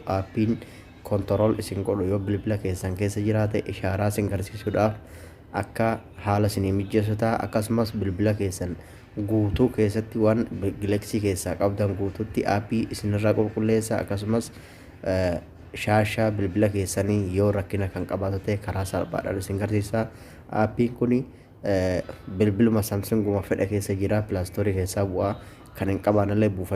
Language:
Oromo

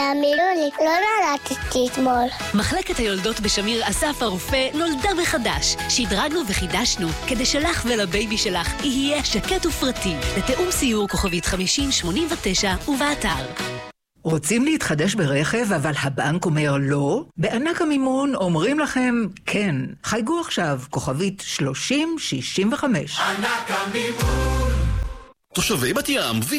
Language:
Hebrew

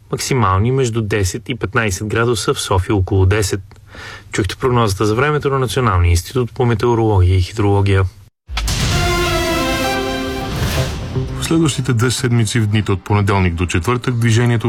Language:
Bulgarian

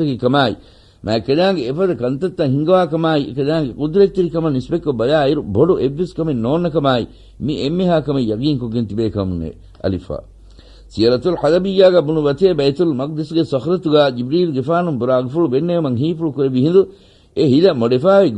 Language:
Divehi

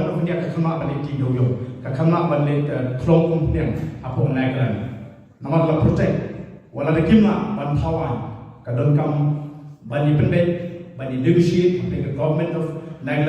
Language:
Khasi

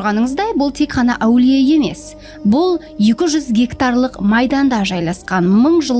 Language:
Kara-Kalpak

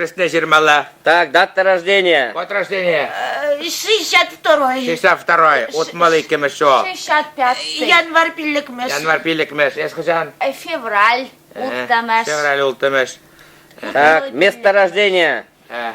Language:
Chuvash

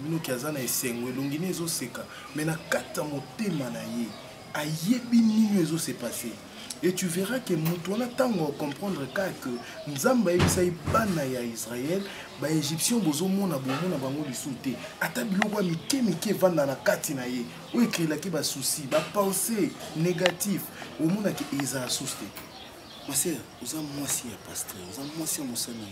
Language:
Lingala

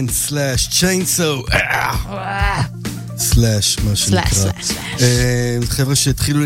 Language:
Hebrew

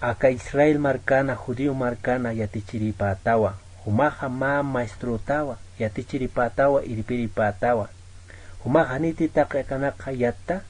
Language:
Aymara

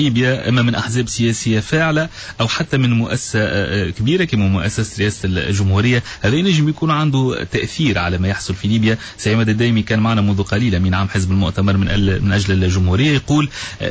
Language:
Tunisian Arabic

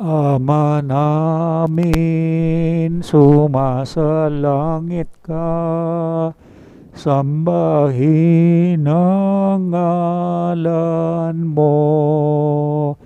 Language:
Pampanga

